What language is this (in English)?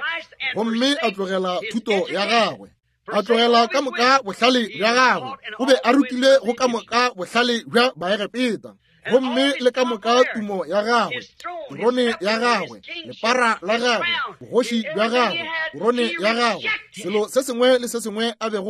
Northern Sotho